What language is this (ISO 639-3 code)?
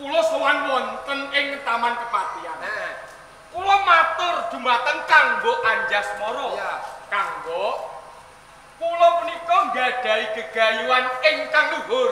jav